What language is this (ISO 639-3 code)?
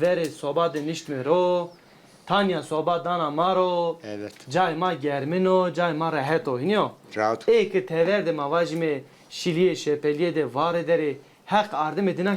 zza